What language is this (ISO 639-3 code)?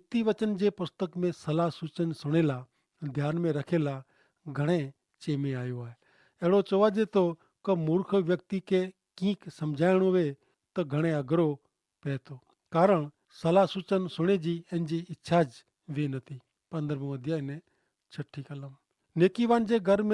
kfr